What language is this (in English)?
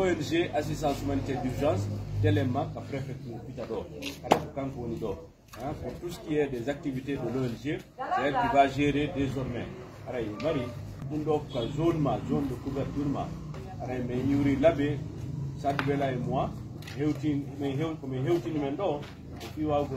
Pular